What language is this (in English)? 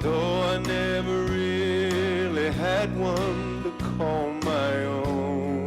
Gilbertese